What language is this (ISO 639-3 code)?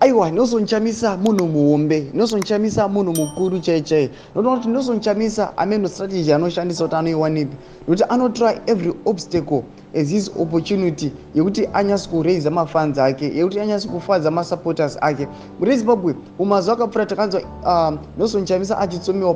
sna